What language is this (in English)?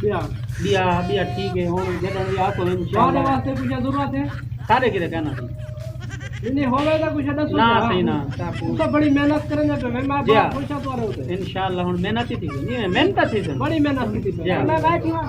Saraiki